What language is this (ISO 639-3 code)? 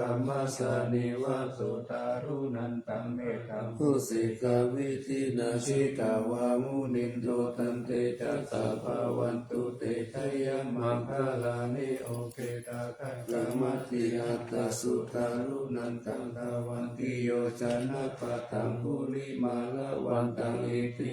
pli